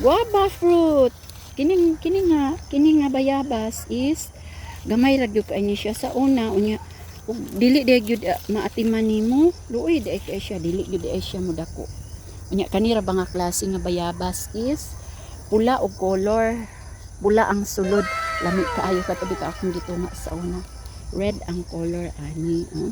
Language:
Cebuano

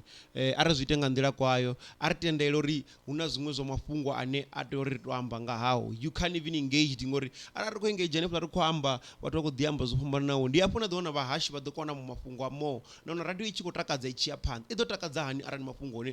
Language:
Venda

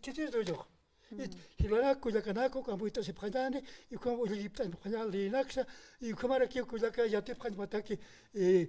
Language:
Aymara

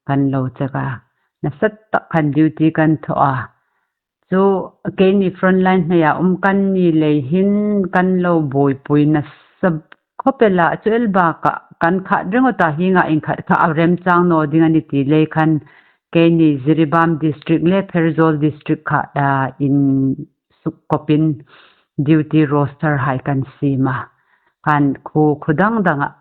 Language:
Hmar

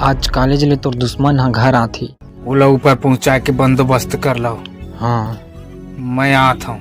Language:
Chhattisgarhi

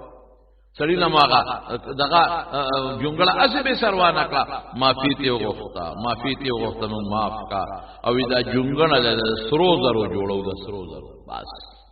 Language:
Pashto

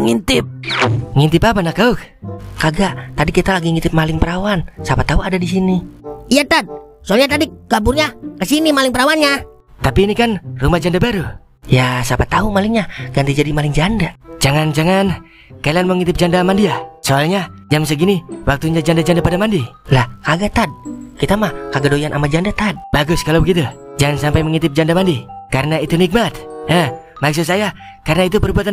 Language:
Betawi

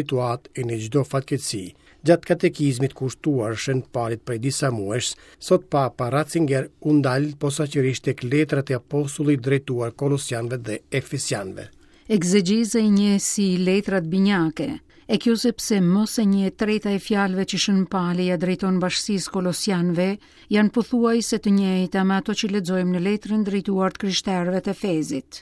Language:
Albanian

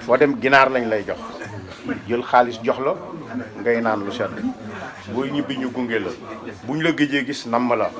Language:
Wolof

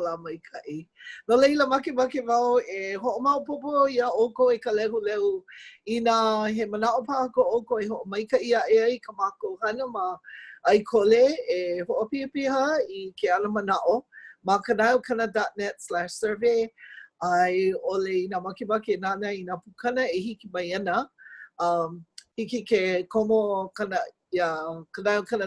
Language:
Hawaiian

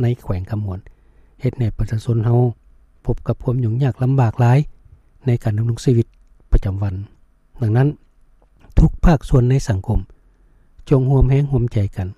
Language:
Lao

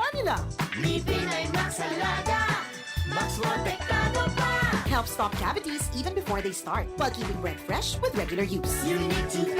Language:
Bikol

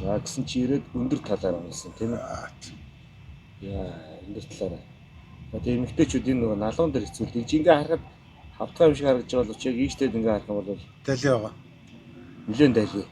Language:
Mongolian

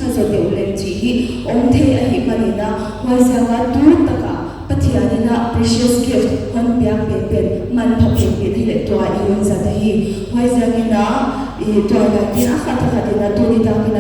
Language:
Paite Chin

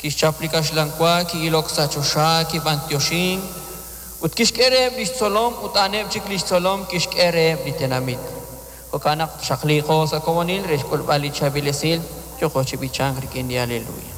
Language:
Kekchí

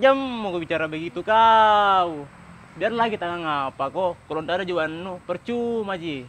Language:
Makassar Malay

